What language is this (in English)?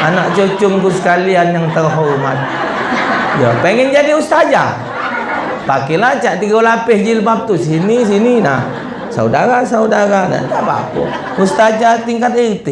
Musi